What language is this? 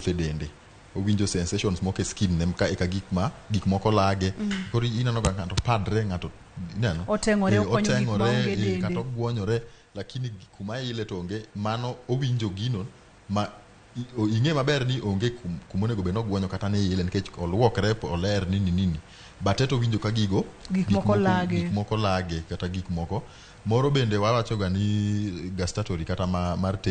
Luo (Kenya and Tanzania)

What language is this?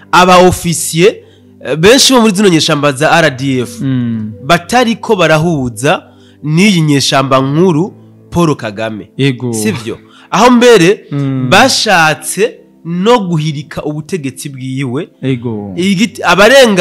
Rundi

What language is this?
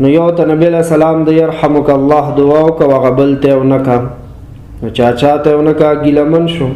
Pashto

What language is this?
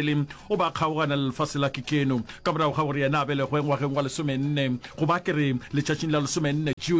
Northern Sotho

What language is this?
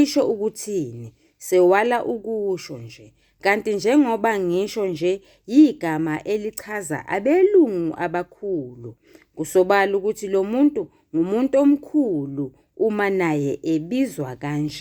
Zulu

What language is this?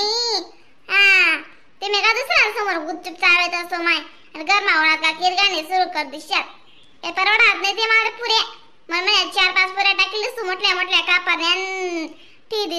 Khandesi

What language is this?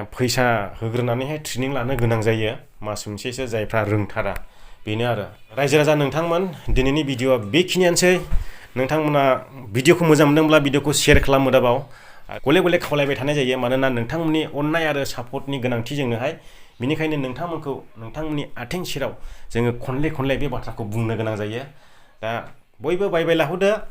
Bodo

